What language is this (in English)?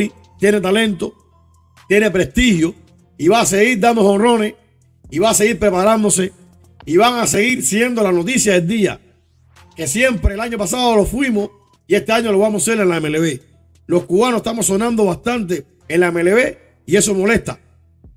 Spanish